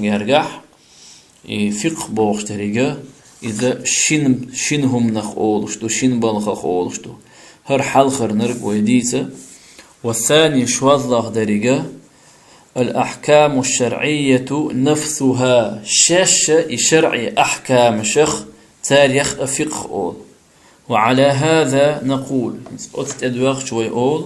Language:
Chechen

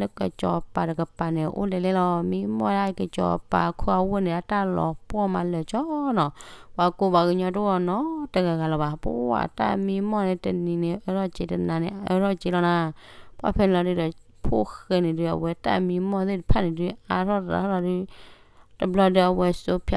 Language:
S'gaw Karen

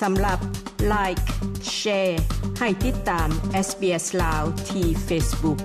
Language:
Lao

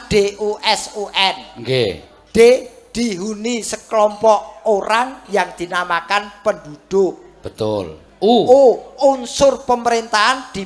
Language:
Javanese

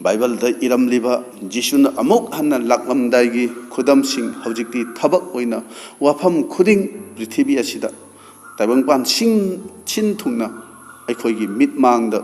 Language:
Manipuri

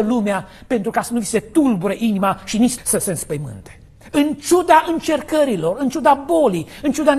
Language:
Romanian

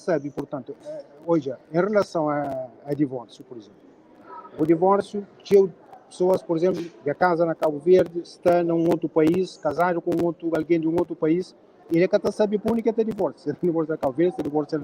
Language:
Kabuverdianu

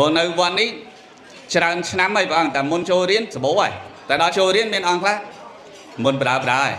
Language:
Khmer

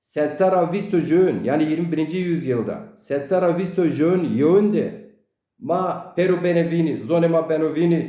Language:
Zaza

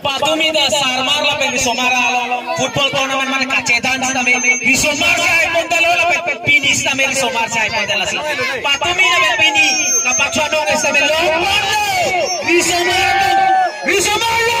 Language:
Karbi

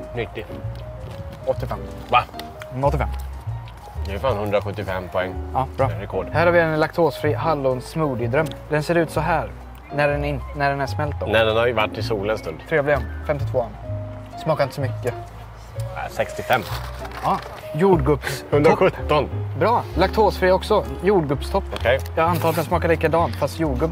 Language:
Swedish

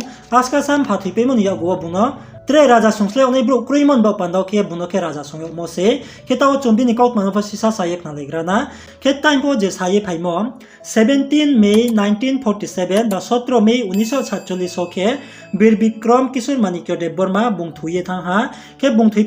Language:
Riang (India)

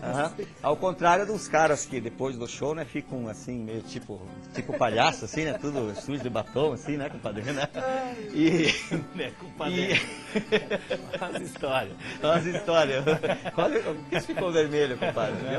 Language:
Portuguese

